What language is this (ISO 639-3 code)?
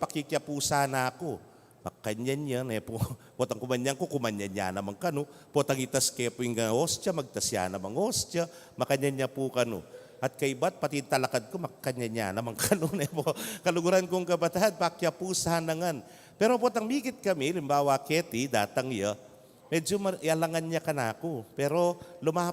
pam